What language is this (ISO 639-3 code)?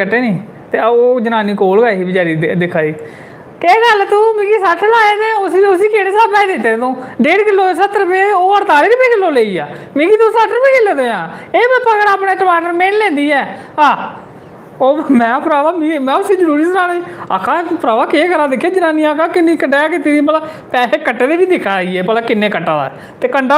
doi